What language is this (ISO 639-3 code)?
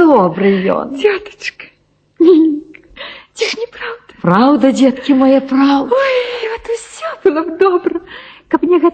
bel